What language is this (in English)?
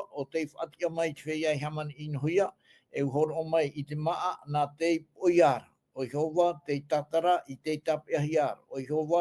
Tahitian